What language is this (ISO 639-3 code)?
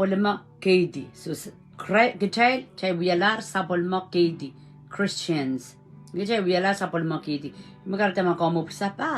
pon